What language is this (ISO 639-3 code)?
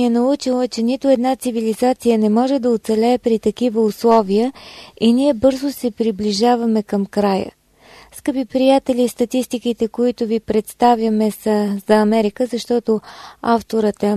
bul